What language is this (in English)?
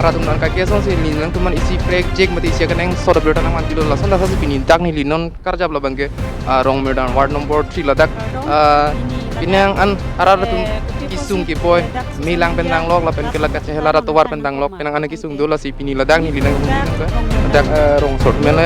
Karbi